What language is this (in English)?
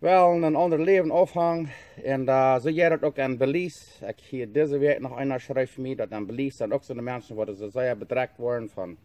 Plautdietsch